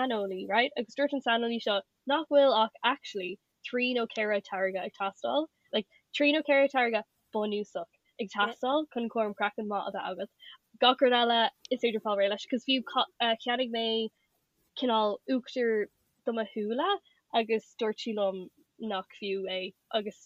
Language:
Irish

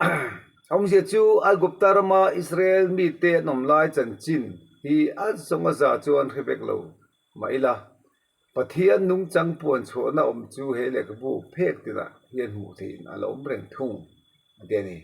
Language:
Mizo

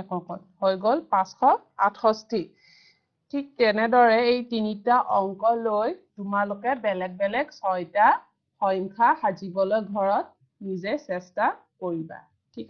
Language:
Assamese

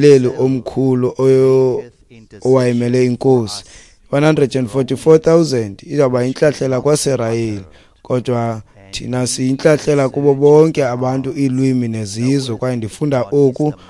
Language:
Xhosa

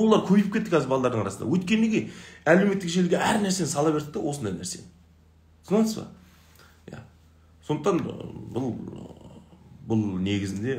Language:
Kazakh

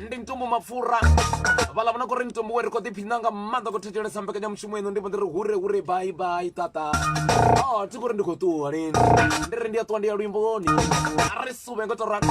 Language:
Venda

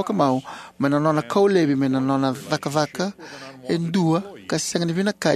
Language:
Fijian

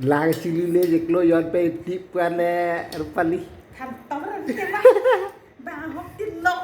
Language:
Karbi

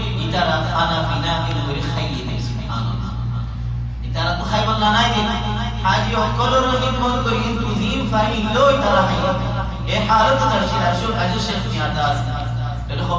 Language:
Rohingya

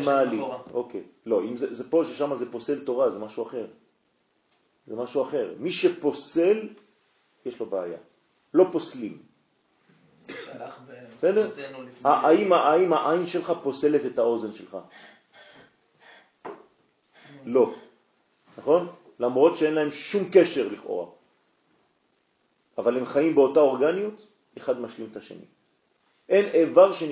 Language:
Hebrew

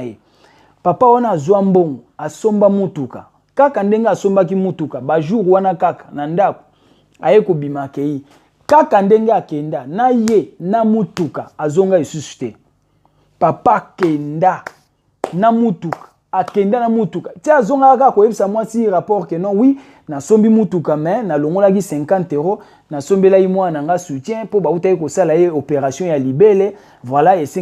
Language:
Lingala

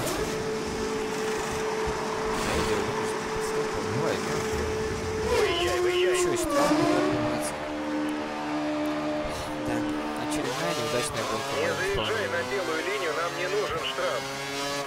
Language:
Russian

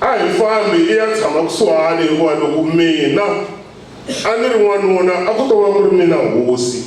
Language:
Tsonga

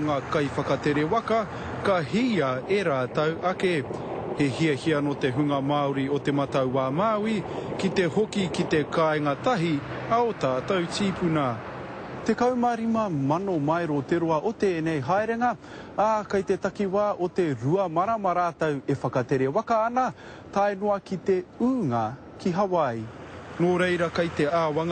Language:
Māori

